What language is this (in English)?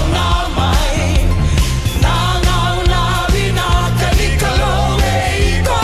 Fijian